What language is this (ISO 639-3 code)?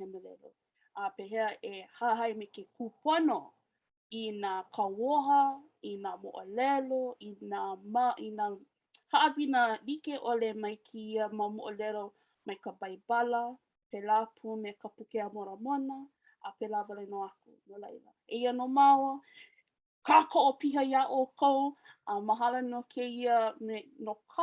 haw